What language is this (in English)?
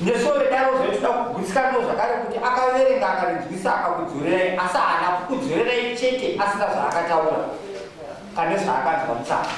Shona